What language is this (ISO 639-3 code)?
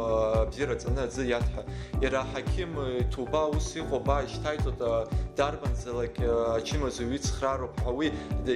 abk